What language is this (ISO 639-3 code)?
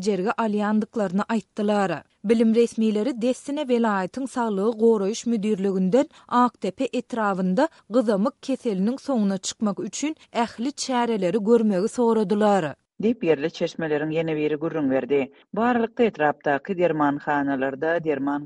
tuk